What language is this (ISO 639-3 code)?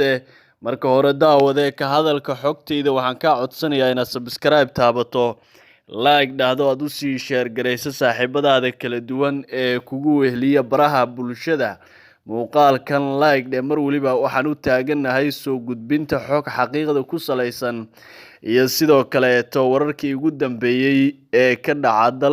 som